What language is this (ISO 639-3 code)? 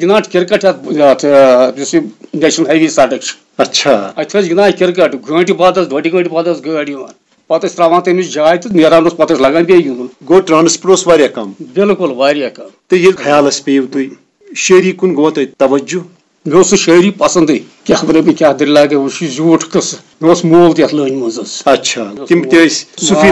kas